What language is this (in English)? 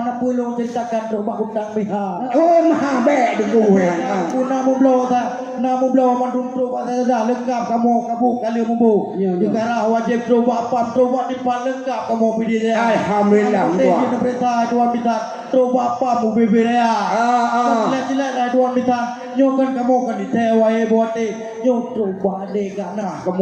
Achinese